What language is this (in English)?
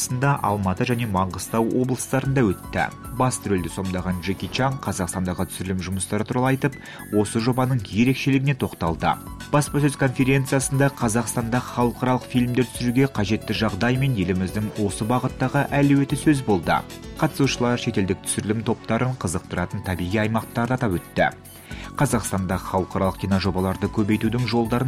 Kazakh